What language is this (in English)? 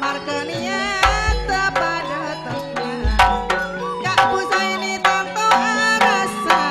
Madurese